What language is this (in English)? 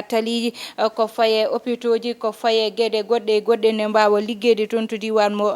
Fula